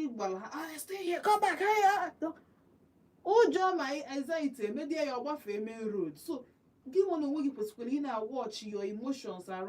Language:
Igbo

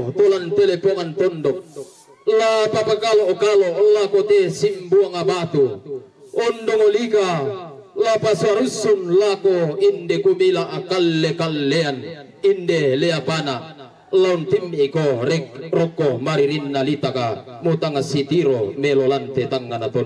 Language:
Toraja-Sa'dan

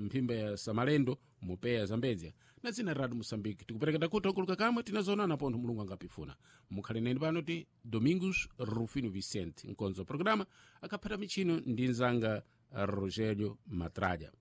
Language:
Sena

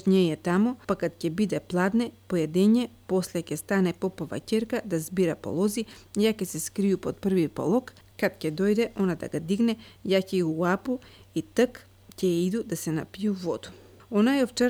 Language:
Macedonian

